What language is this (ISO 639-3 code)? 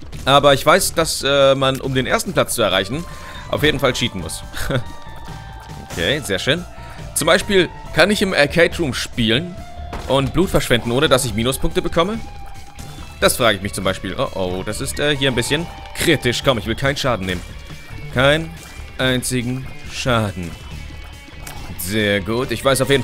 deu